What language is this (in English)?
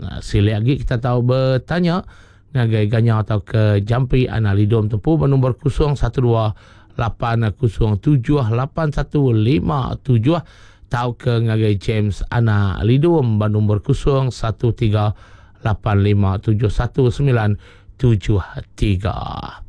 Iban